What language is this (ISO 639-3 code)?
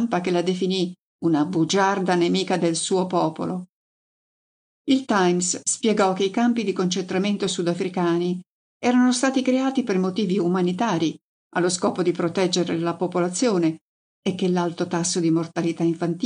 ita